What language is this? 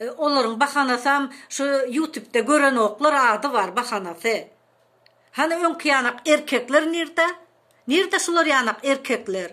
Turkmen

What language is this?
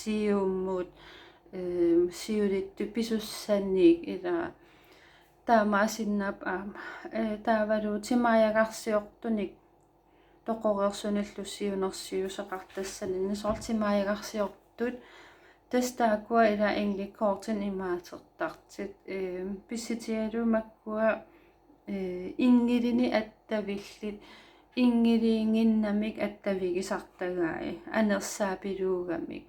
Kalaallisut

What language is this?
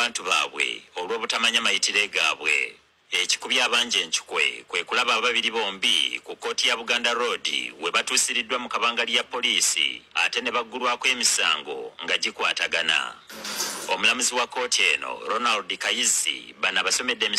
Ganda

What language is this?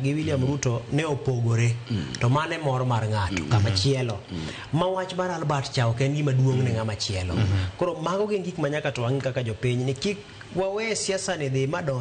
Luo (Kenya and Tanzania)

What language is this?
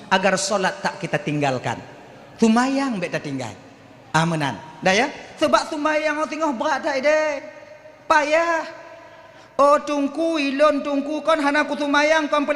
Achinese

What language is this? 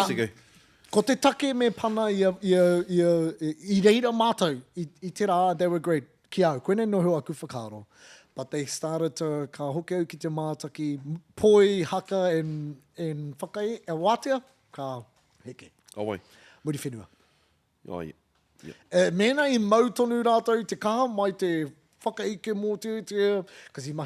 Māori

